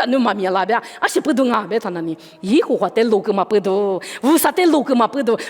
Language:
Lisu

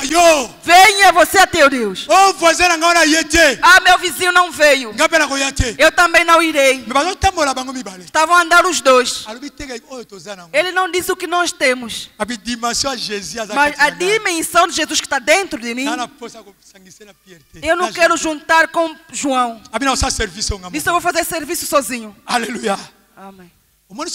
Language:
Portuguese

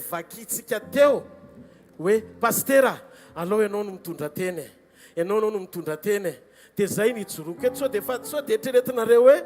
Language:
Malagasy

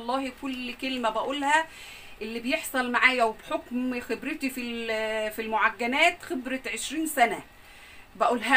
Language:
Egyptian Arabic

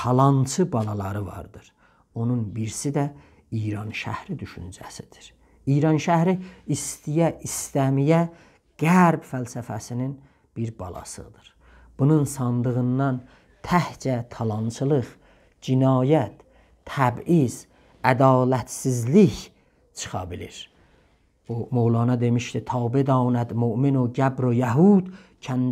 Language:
South Azerbaijani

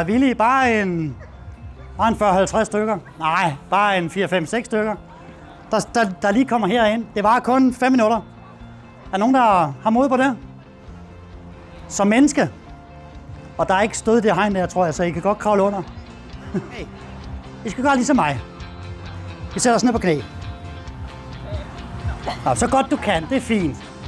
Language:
Danish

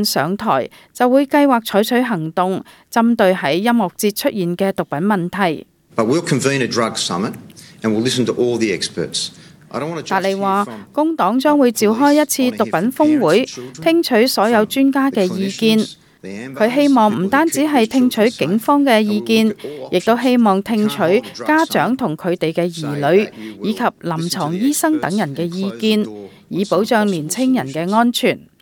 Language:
Cantonese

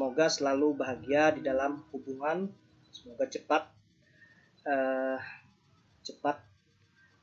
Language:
Banjar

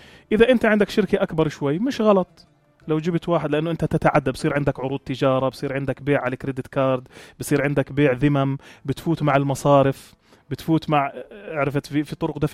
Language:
North Levantine Arabic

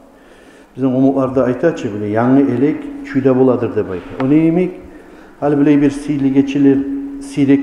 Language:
Kumyk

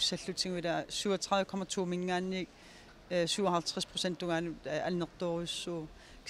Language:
Kalaallisut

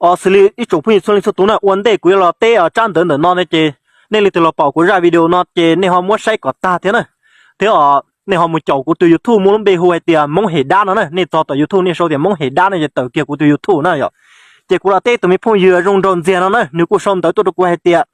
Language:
Hmong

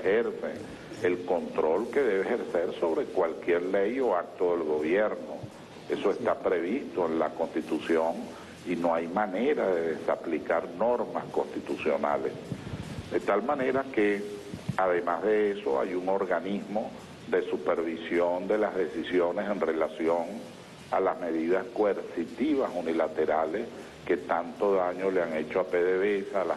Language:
Spanish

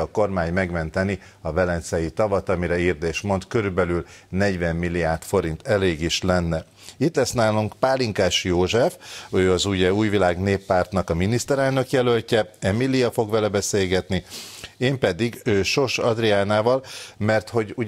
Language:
Hungarian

